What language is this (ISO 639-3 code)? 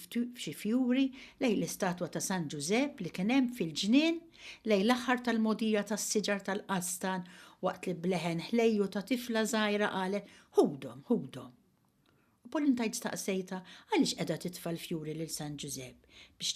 mlt